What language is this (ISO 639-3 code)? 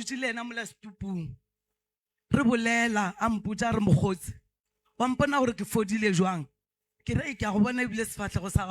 nso